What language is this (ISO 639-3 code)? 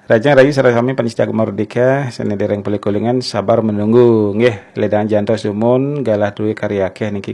ban